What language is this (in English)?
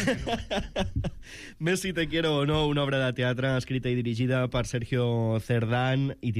Catalan